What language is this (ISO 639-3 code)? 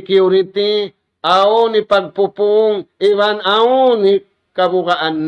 tsg